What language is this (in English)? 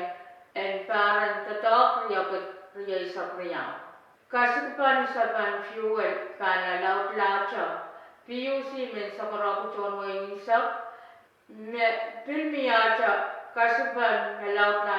Pohnpeian